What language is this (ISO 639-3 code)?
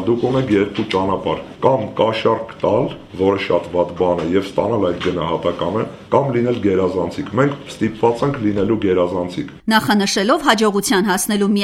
hye